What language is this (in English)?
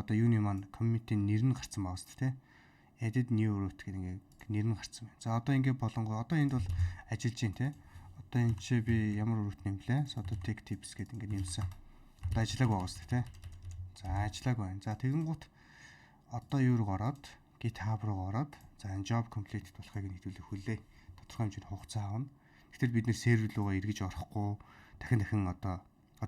Mongolian